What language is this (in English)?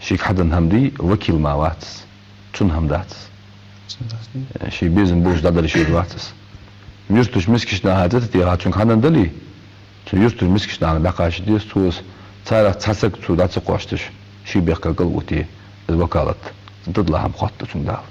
Ingush